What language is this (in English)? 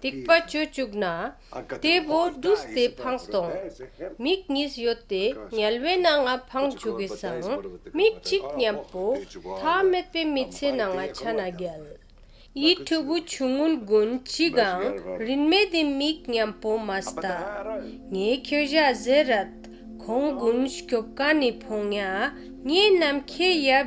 Ladakhi